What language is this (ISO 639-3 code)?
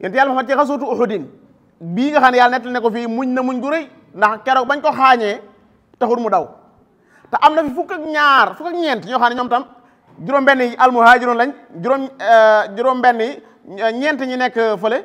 wol